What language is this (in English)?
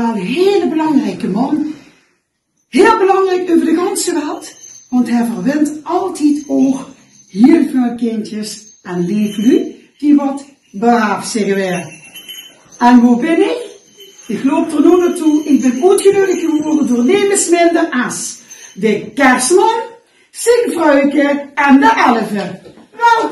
Limburgish